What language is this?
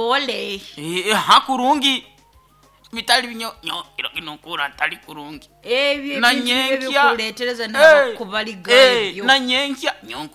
Nyoro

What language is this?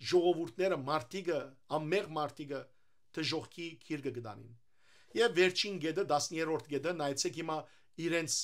Western Armenian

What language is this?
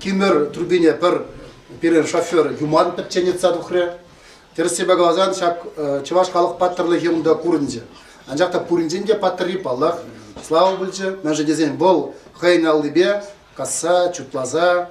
Chuvash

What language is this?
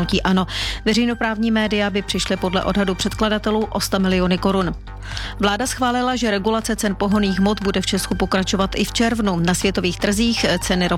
Czech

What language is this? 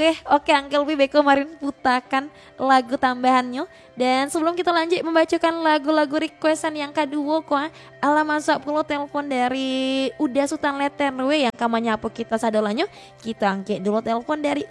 Minangkabau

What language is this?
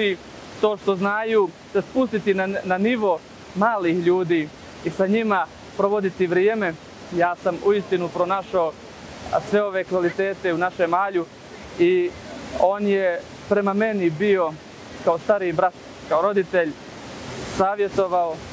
Bosnian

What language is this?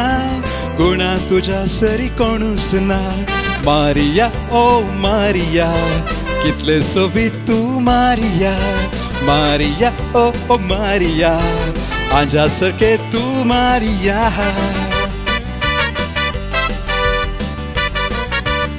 Konkani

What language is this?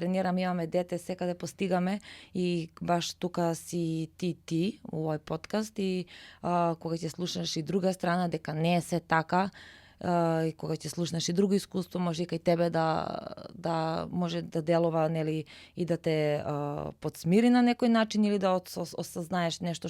Macedonian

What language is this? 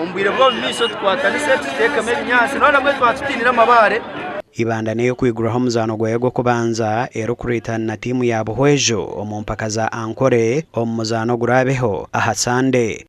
Nyankole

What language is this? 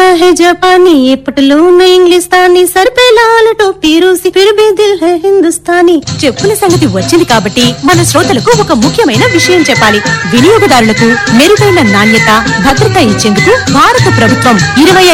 Telugu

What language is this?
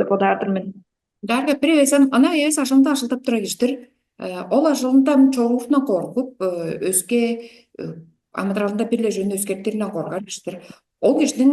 Tuvinian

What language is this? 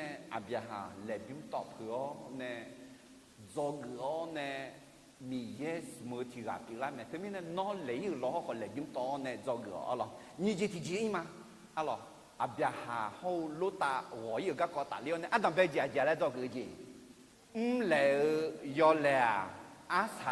Akha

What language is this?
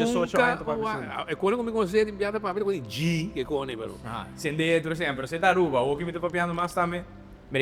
Papiamento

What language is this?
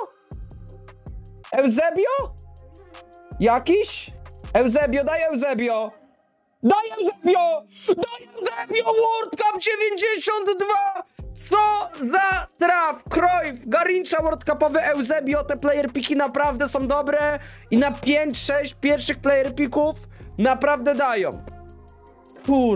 Polish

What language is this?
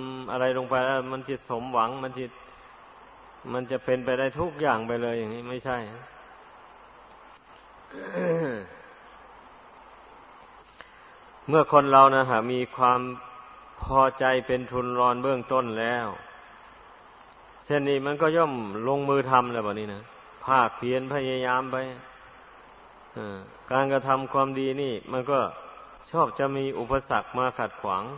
Thai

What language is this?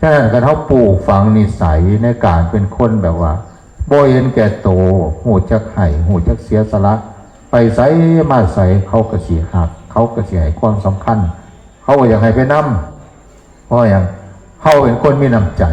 Northeastern Thai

